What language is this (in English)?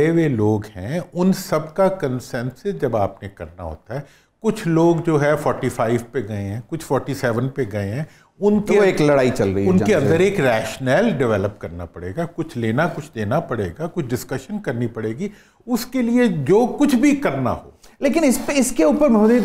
Urdu